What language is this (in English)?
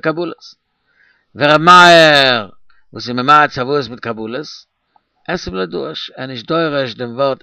Yiddish